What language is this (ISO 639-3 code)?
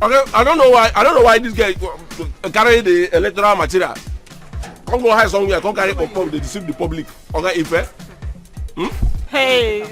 pcm